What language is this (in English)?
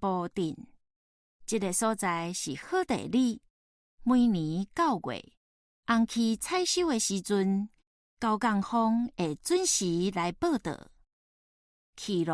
Min Nan Chinese